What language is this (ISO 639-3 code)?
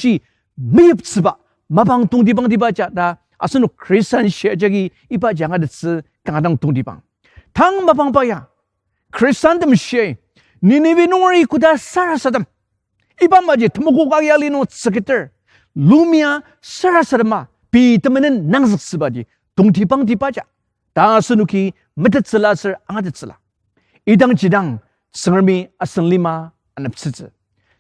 njo